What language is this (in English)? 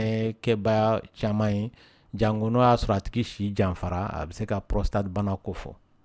Dyula